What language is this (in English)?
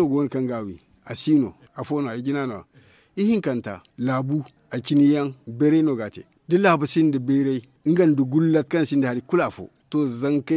Zarma